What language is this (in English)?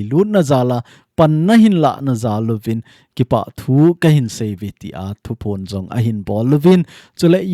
Thado Chin